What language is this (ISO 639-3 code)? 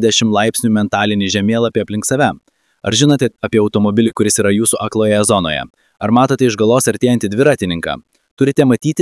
lit